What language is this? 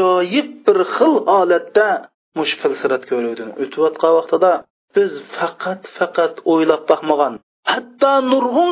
Uyghur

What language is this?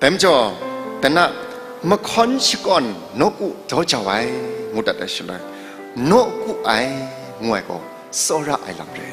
Kachin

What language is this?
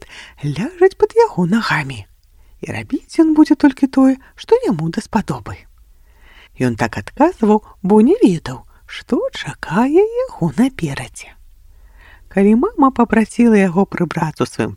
Belarusian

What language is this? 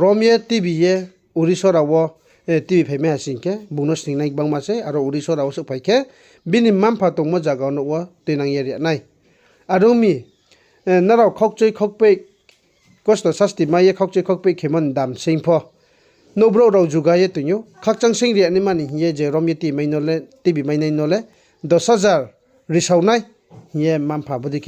Riang (India)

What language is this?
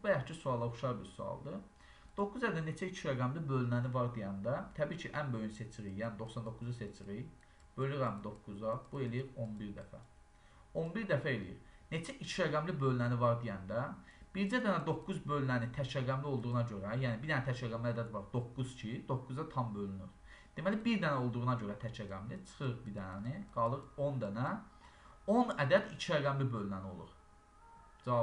Azerbaijani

